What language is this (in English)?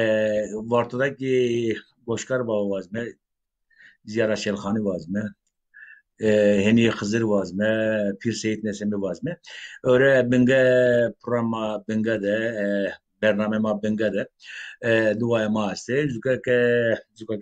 Zaza